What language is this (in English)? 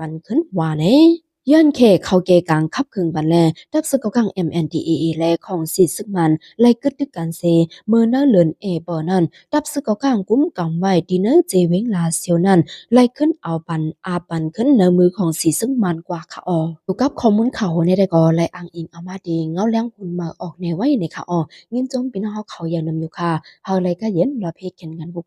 Shan